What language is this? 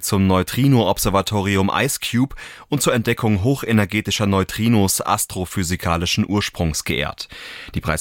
German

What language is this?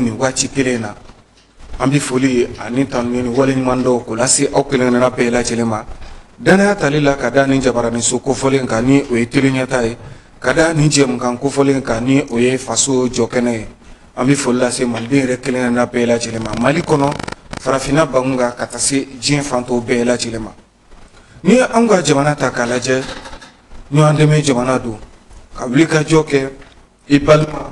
Bambara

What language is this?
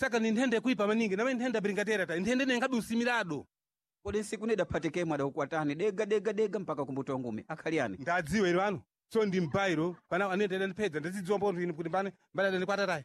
Sena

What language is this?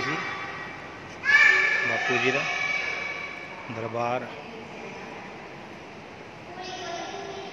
Punjabi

